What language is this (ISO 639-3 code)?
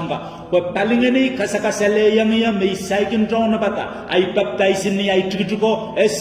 pon